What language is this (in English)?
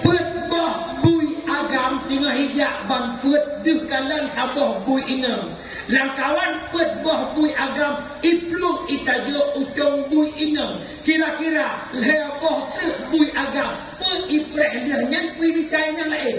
Achinese